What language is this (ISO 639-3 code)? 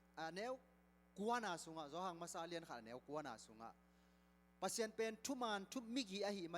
ctd